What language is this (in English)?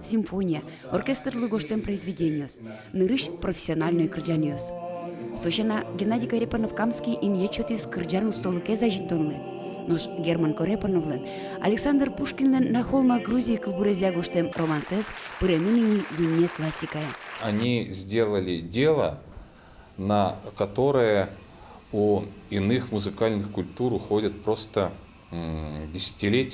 Udmurt